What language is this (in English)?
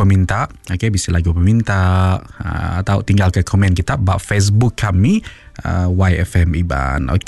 Iban